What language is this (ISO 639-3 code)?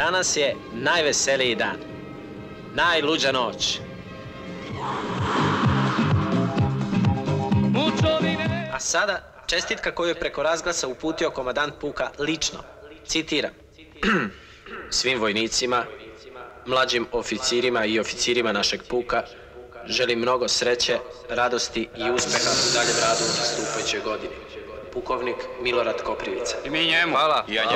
srp